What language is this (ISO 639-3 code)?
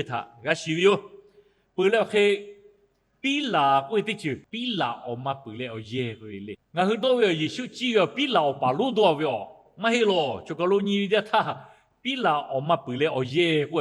lhu